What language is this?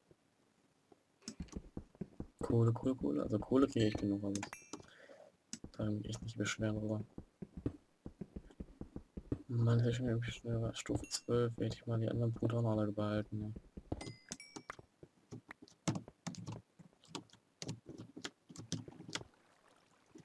German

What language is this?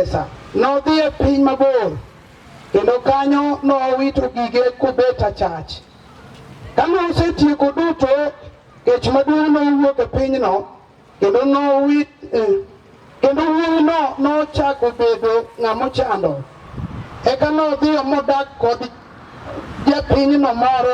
Luo (Kenya and Tanzania)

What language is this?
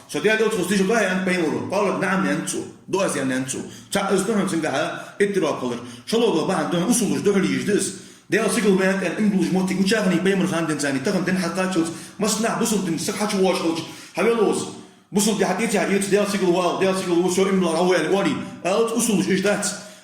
Ingush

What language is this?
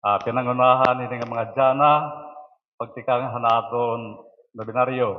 Waray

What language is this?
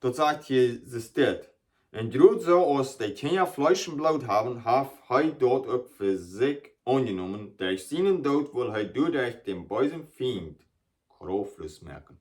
Plautdietsch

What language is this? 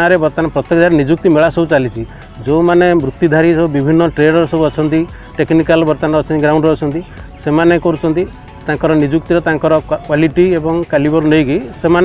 Odia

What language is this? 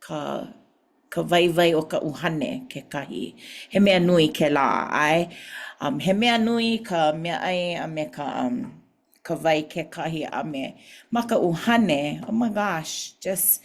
Hawaiian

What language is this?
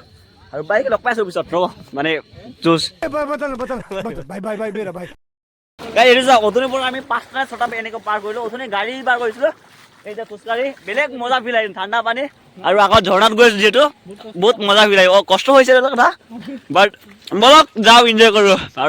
Assamese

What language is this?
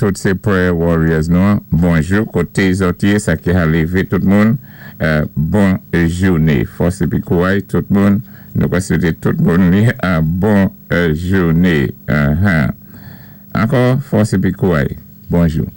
Saint Lucian Creole French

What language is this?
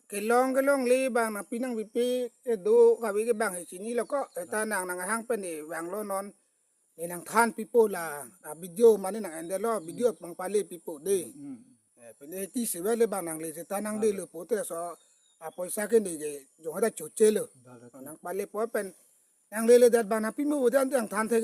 Karbi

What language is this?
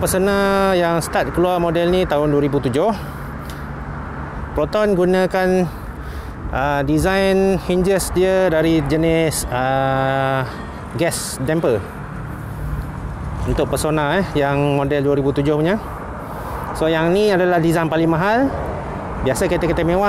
Malay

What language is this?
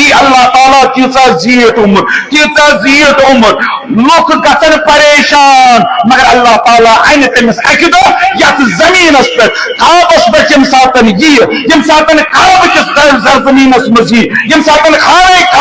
Kashmiri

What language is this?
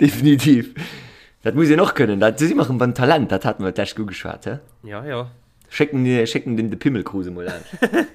Luxembourgish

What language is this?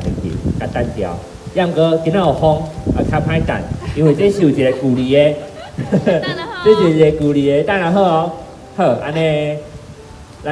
Min Nan Chinese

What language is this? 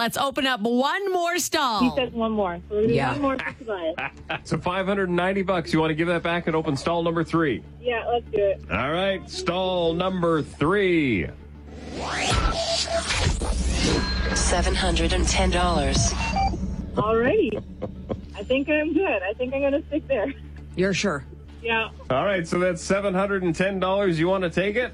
English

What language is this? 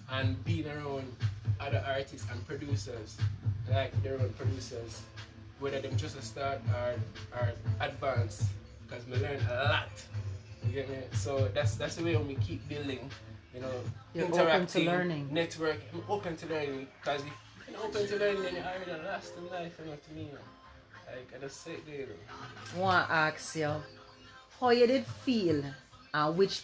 Jamaican Creole English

